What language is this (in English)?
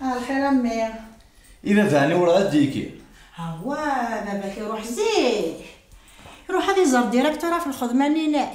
Kabyle